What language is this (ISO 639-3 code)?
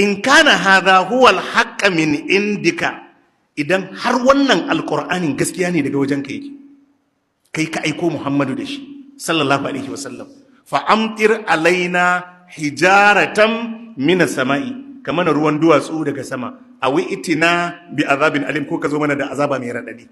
hau